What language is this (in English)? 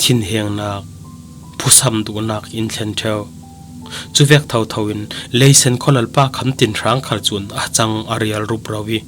Falam Chin